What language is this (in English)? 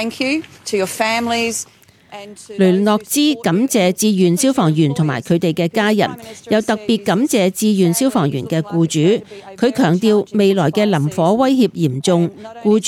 Cantonese